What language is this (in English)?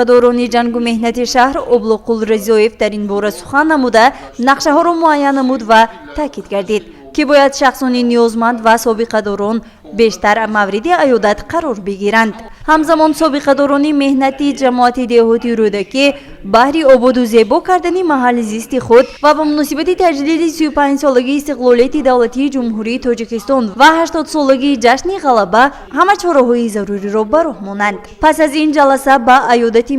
Tajik